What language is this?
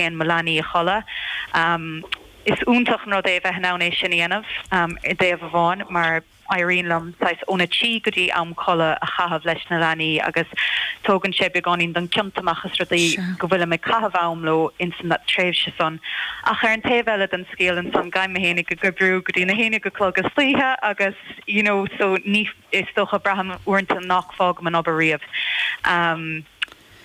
Irish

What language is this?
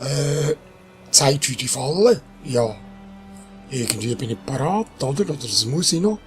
Swiss German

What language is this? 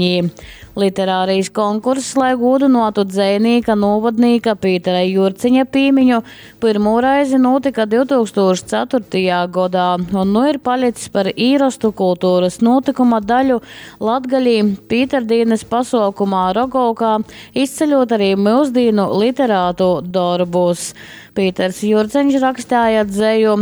Latgalian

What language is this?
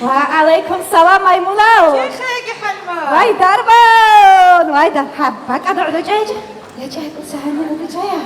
Avaric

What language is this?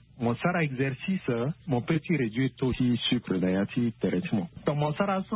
Sango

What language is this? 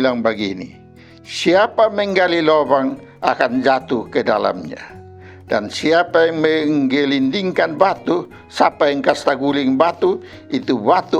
Kupang Malay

